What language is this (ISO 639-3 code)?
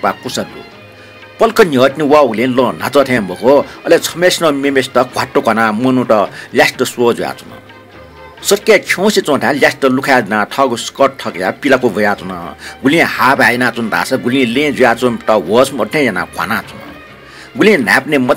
new